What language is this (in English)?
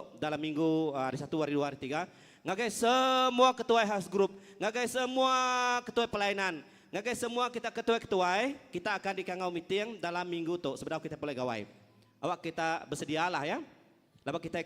Iban